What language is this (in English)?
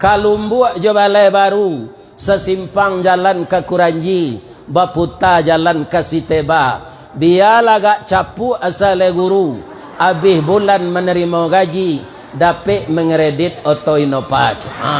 Minangkabau